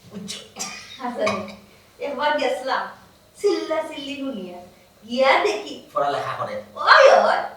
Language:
Sylheti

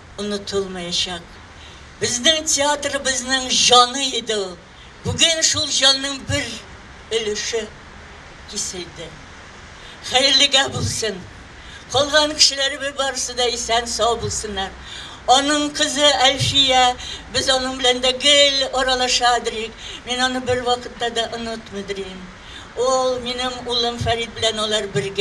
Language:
Tatar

